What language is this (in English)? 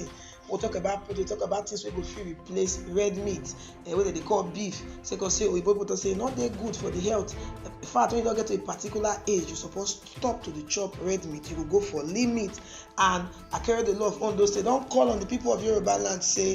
Nigerian Pidgin